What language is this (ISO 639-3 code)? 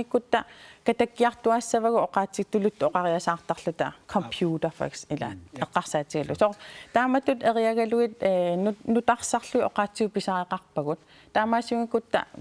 kal